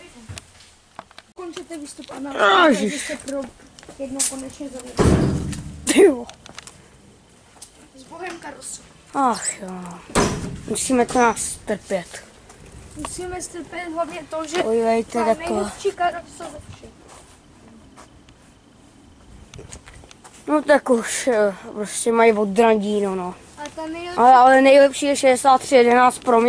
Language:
Czech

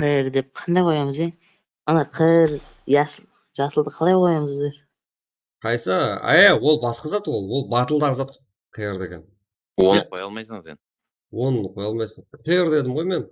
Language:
Kara-Kalpak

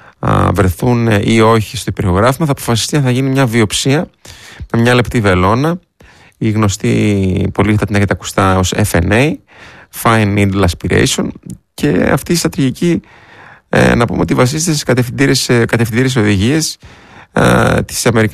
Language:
Greek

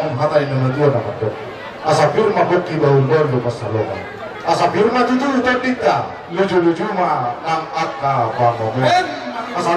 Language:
Batak Toba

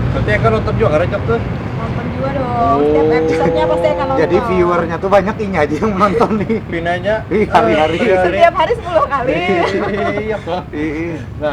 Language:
Banjar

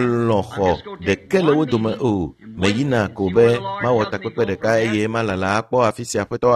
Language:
Ewe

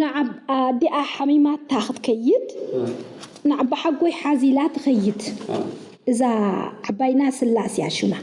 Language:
Tigrinya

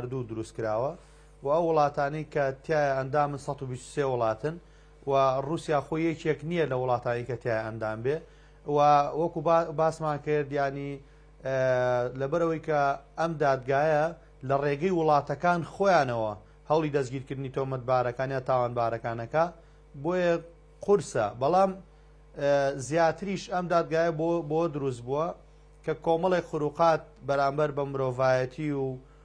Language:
Central Kurdish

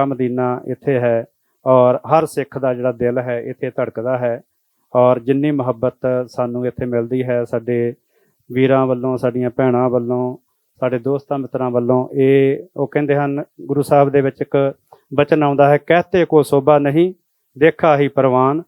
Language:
Western Panjabi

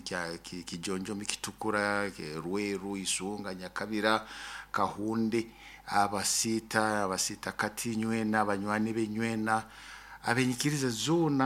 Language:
Nyoro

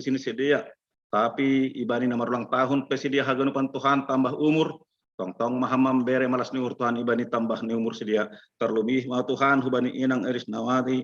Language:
Batak Simalungun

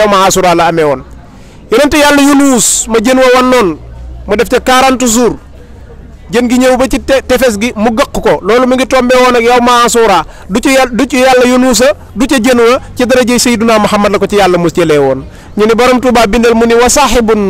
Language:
Wolof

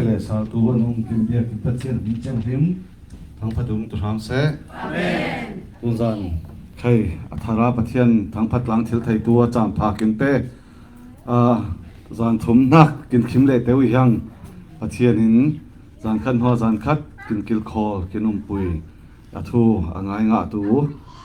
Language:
Falam Chin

